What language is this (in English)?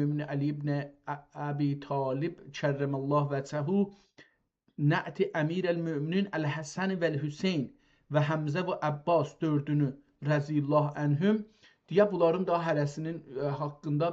South Azerbaijani